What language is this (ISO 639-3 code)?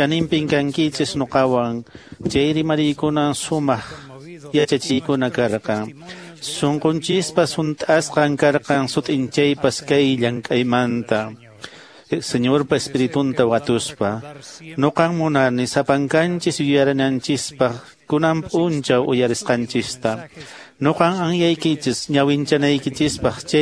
que